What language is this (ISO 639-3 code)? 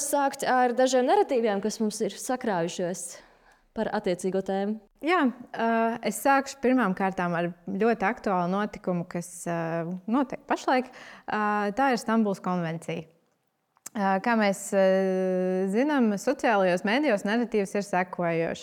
lav